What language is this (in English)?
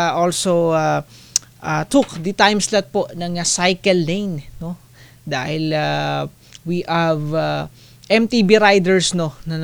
Filipino